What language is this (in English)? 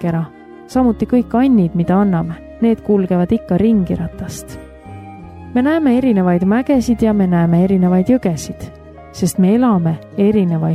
Estonian